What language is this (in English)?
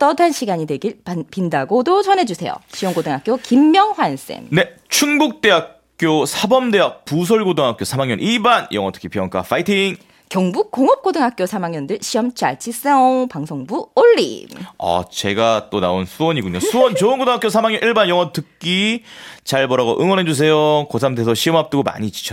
Korean